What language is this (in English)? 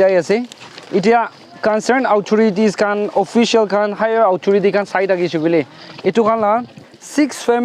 Naga Pidgin